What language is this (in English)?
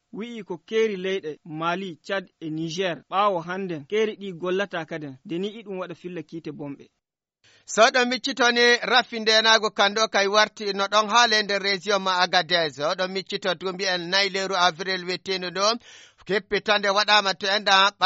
Nigerian Fulfulde